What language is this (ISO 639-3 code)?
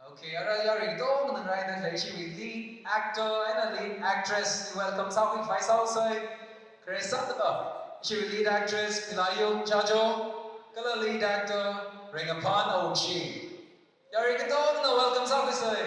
nmf